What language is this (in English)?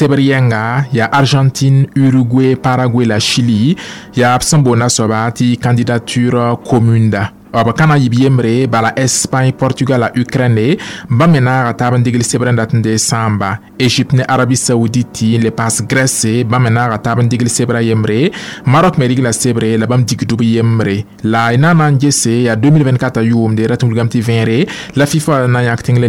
Mossi